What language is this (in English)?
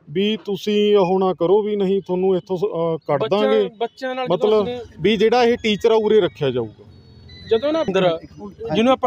Punjabi